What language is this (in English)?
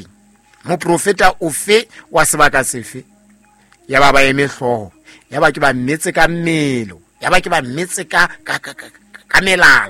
Southern Sotho